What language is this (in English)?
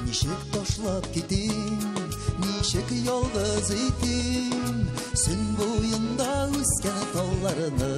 Tatar